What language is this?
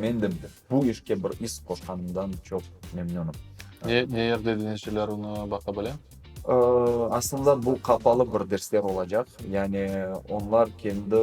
Crimean Tatar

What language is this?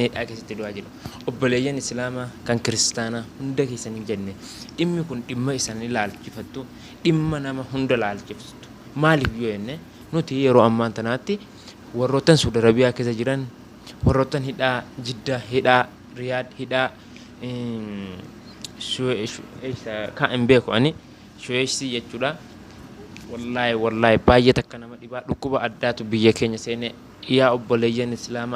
Oromo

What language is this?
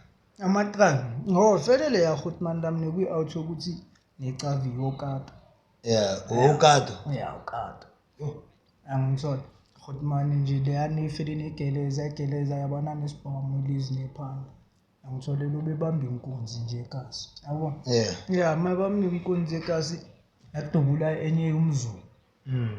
Zulu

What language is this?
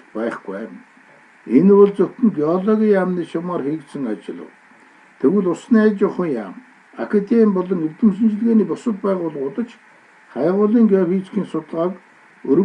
Mongolian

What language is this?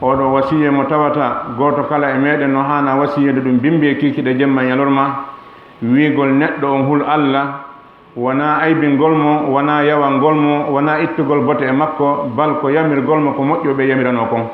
Fula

